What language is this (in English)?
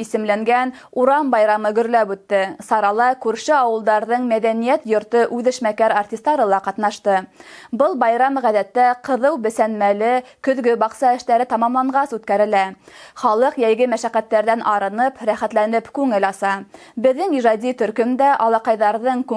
Bashkir